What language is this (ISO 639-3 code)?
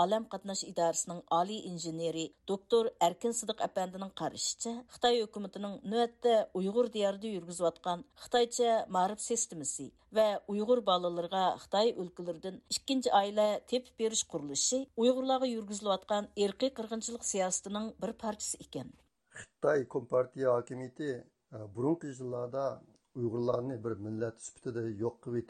uig